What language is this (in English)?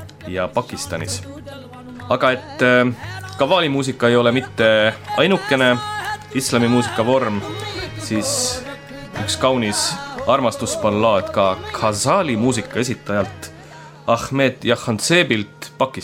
Estonian